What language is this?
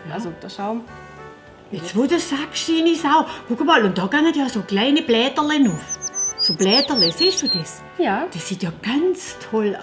Swabian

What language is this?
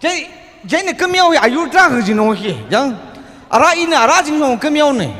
Tangkhul Naga (India)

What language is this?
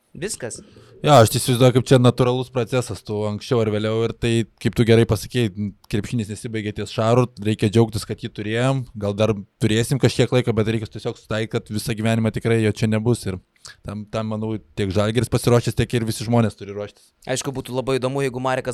Lithuanian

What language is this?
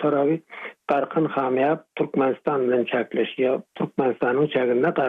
Turkmen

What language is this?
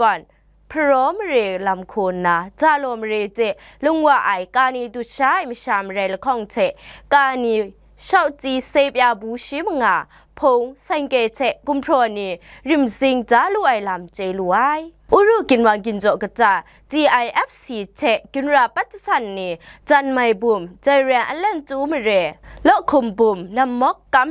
Kachin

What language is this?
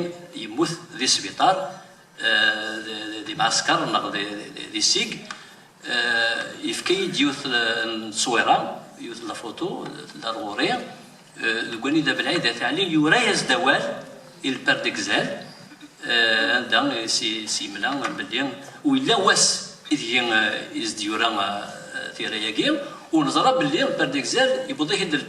Kabyle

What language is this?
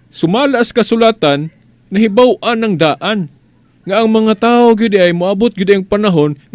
Cebuano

